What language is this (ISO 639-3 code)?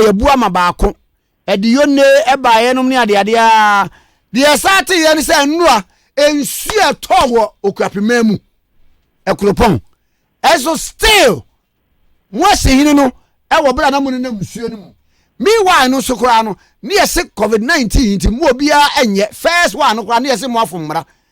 aka